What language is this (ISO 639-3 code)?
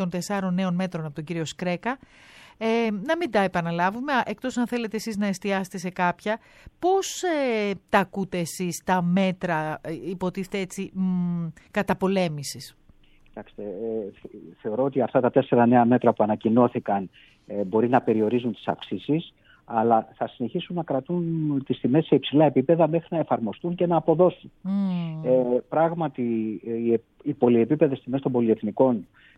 ell